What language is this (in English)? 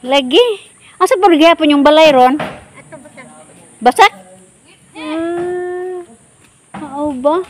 Cebuano